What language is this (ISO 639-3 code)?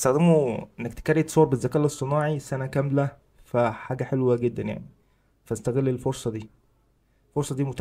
arz